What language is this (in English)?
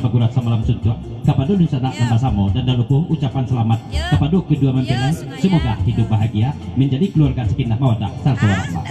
Minangkabau